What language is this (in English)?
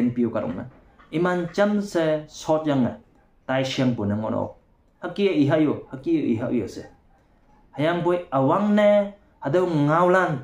Konyak Naga